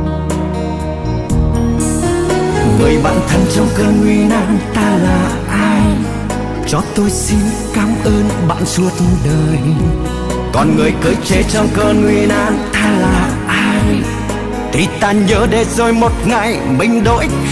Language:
Vietnamese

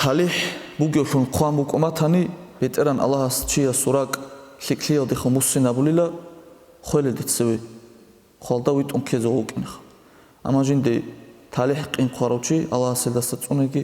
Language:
Avaric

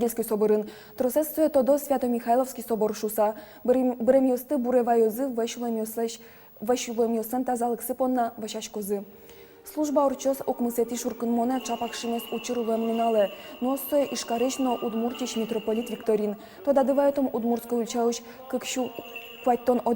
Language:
Udmurt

